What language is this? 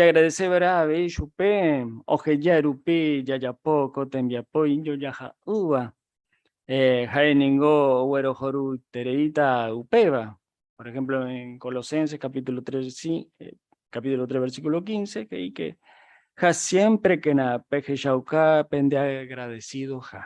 Guarani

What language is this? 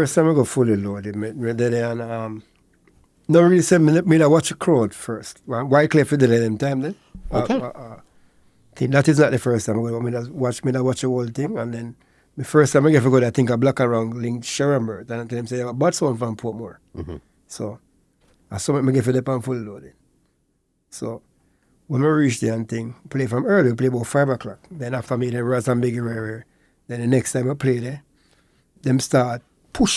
Jamaican Creole English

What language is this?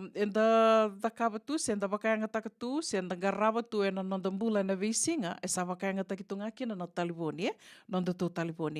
Fijian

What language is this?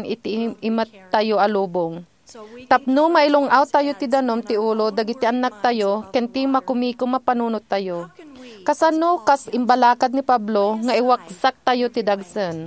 Iloko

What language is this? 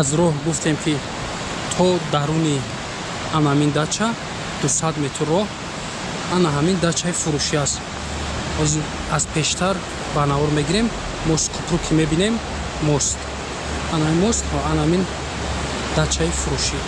Tajik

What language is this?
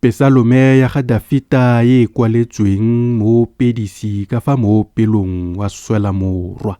Tswana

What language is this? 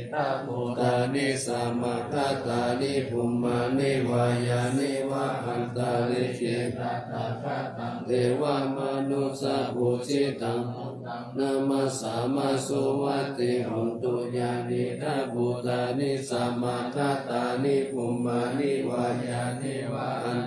Pali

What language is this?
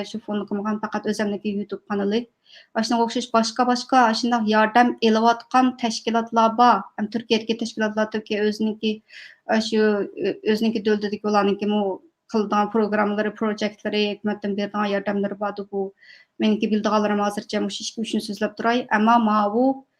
Uyghur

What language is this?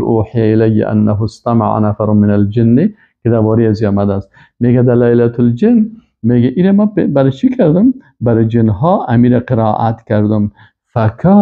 Persian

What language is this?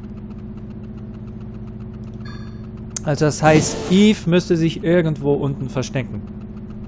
German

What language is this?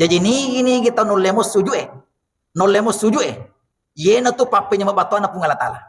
Buginese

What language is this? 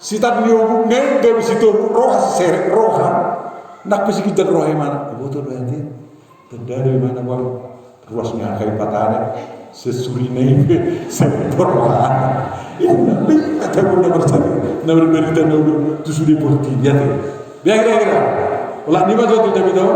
Batak Toba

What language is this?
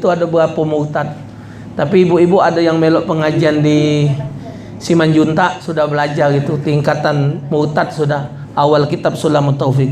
Musi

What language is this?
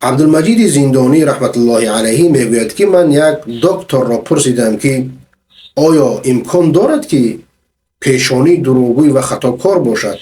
Persian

